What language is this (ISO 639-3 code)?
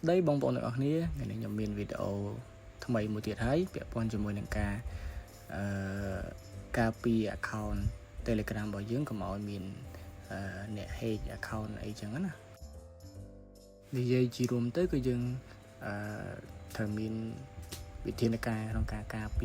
khm